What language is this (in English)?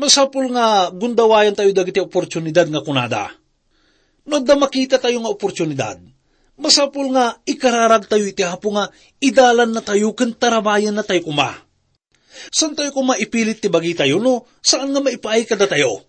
Iloko